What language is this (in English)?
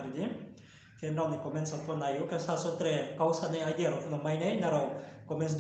Riang (India)